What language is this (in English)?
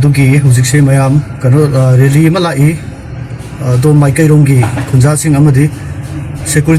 Manipuri